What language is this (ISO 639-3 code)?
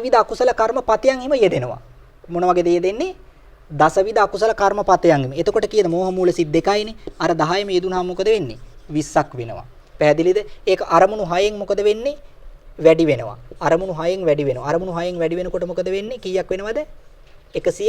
sin